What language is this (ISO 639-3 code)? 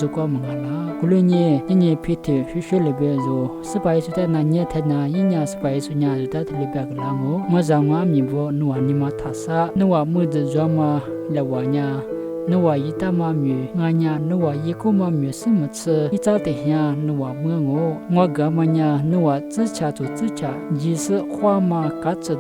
lis